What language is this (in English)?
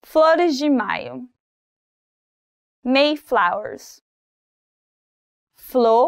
Portuguese